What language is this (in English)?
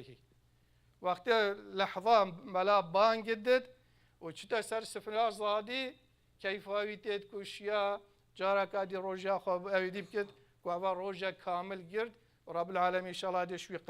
Kurdish